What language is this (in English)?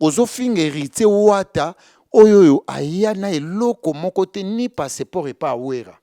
Lingala